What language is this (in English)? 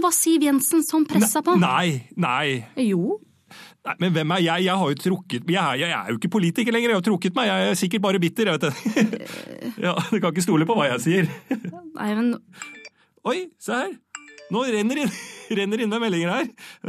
Norwegian